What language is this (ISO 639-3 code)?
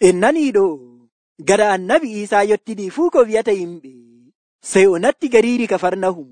fuv